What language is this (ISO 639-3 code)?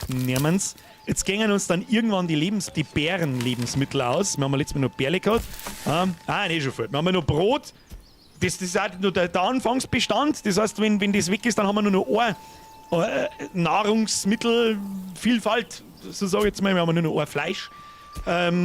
bar